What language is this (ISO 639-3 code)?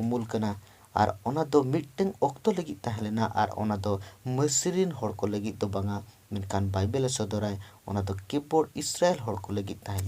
sat